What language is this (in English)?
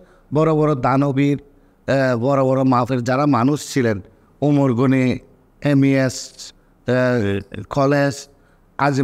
Bangla